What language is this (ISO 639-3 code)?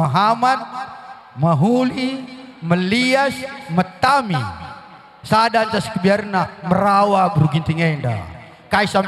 btx